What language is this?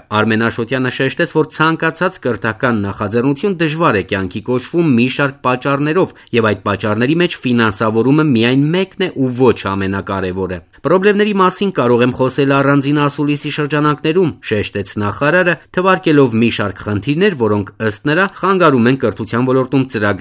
Armenian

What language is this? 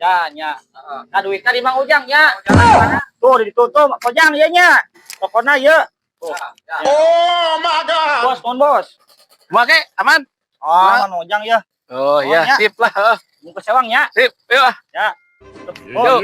Sundanese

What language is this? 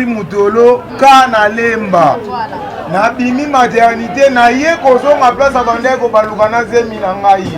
Lingala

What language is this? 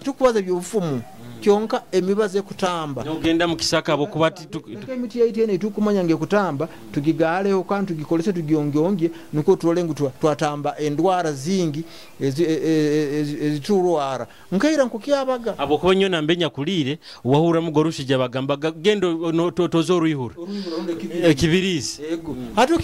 Nyoro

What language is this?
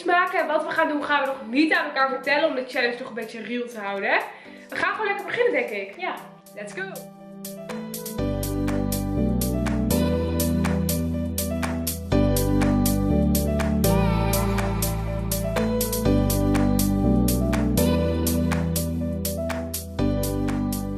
Dutch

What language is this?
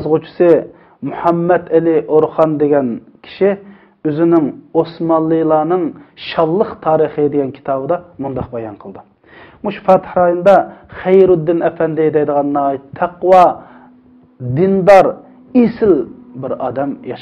Uyghur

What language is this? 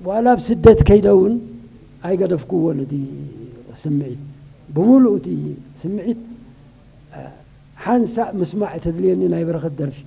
Tigrinya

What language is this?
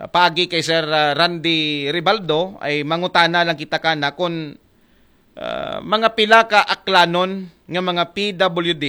Aklanon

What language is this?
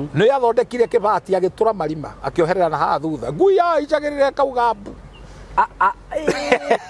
Kikuyu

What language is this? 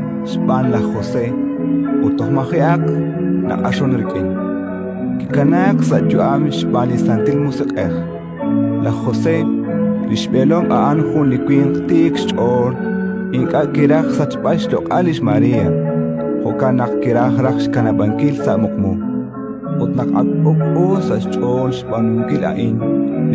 Kekchí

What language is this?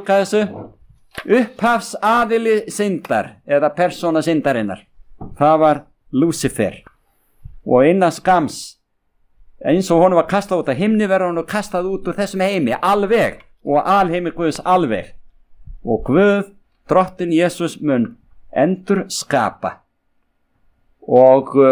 Icelandic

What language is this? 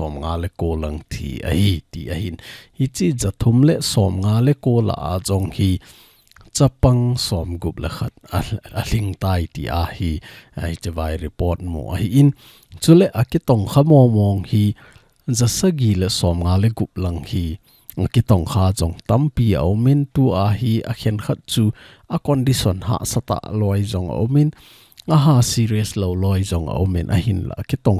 Thado Chin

